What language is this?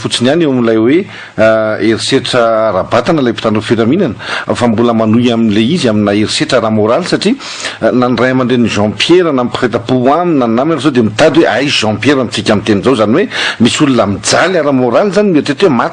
Malagasy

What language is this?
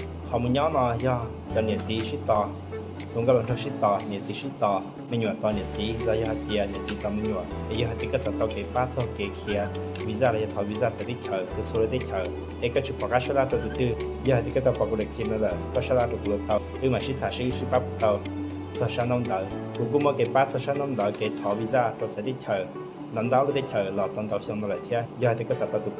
Hmong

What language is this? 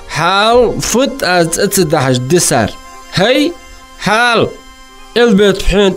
Ingush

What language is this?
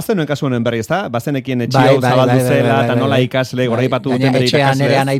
Basque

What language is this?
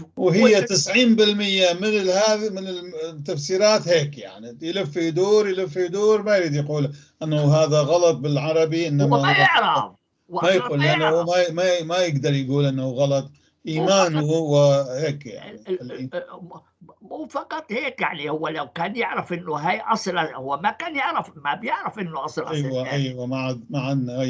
North Levantine Arabic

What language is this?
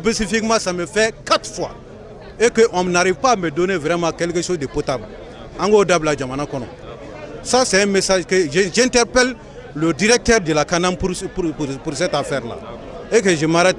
Bambara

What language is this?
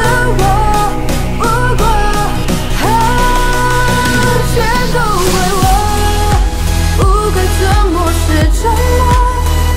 Chinese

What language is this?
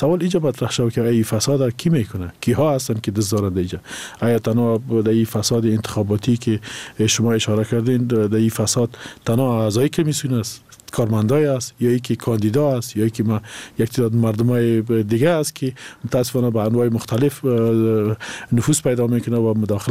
Persian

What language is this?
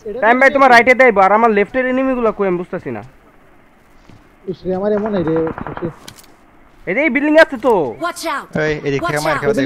Bangla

